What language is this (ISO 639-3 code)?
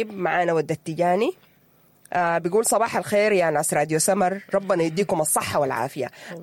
apd